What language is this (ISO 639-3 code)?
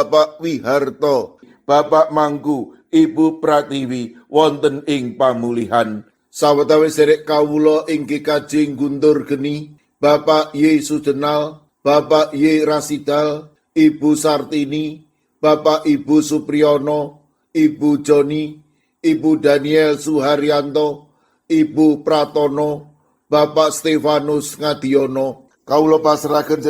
jav